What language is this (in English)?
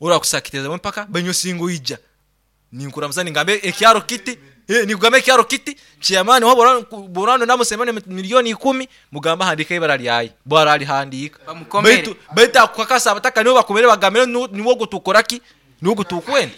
Nyankole